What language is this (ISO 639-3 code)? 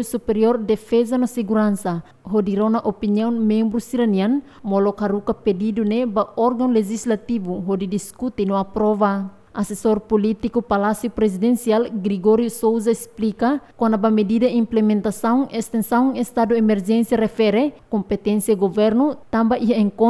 tet